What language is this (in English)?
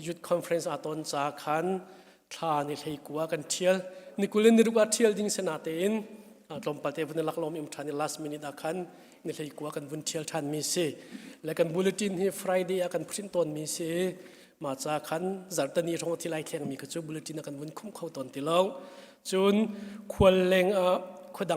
Hakha Chin